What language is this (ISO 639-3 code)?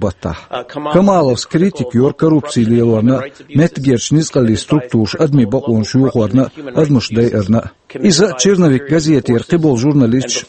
che